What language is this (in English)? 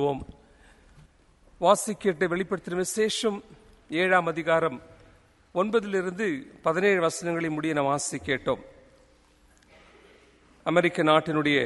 Tamil